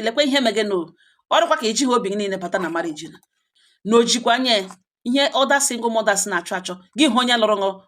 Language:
Igbo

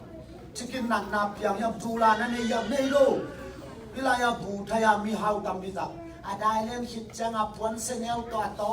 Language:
Tedim Chin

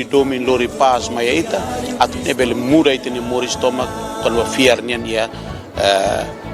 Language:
Tetum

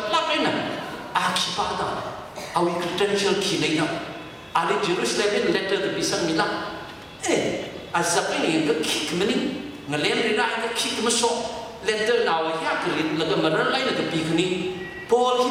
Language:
Tangkhul Naga (India)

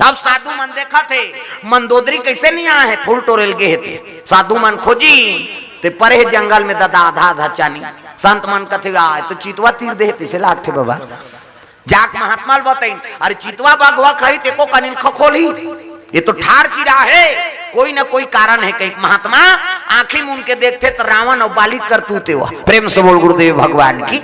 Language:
Chhattisgarhi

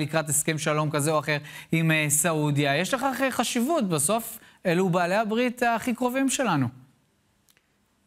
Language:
Hebrew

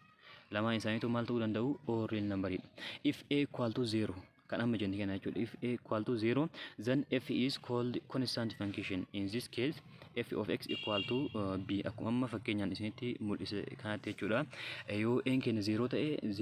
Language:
Oromo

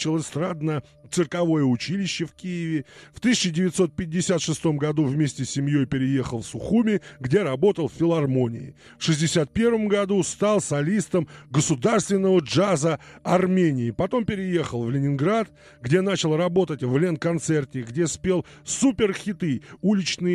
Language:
Russian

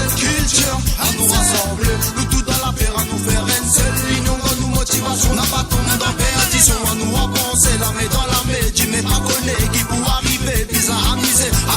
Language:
Morisyen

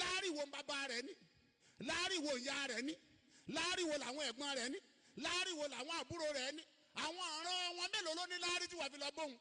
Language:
Yoruba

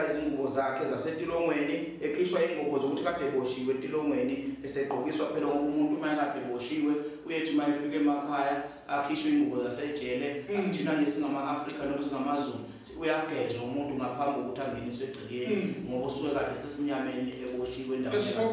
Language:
Zulu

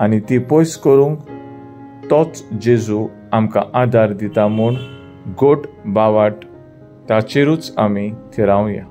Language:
Konkani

